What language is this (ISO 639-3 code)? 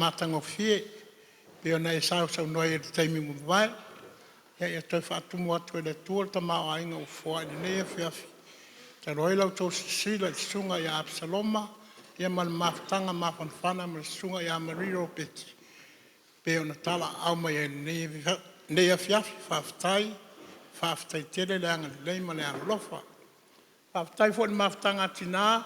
smo